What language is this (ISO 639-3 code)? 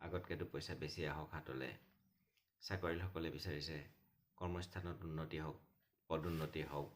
asm